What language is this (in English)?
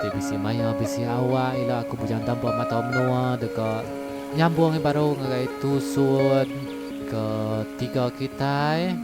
Iban